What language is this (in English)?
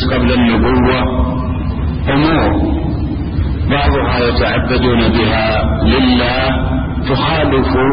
Arabic